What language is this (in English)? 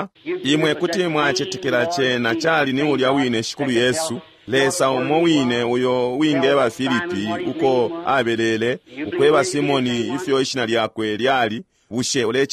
Bemba